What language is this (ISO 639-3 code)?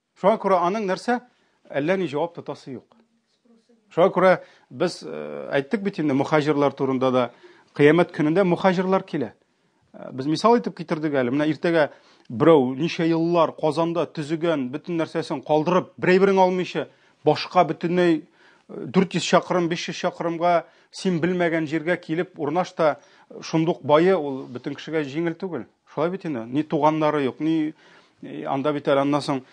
tat